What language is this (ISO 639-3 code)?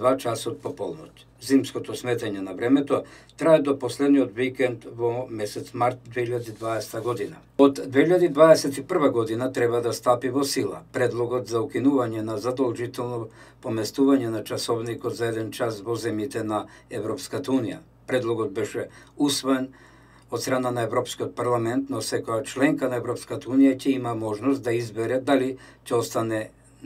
mkd